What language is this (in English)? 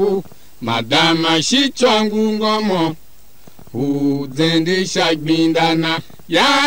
Tiv